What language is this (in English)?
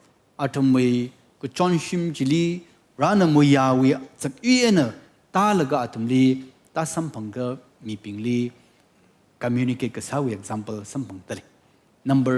Tangkhul Naga (India)